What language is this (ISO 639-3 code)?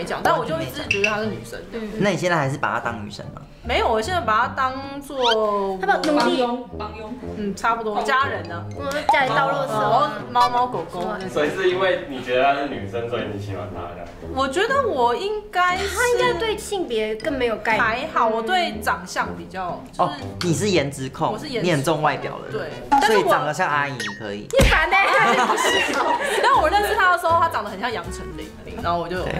zho